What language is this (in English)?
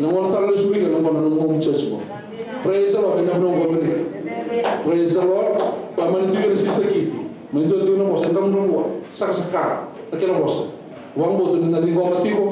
Fijian